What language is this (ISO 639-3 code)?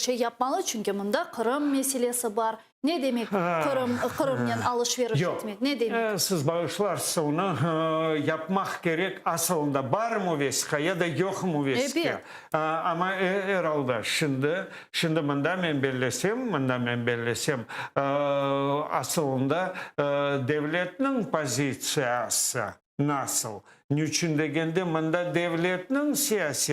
crh